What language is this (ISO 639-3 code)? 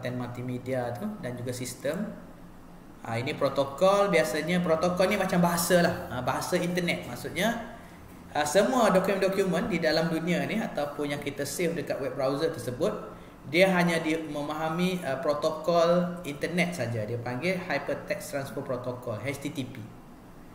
msa